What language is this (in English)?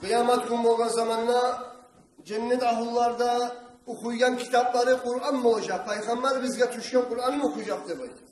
Kumyk